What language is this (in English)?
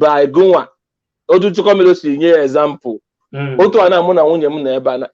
Igbo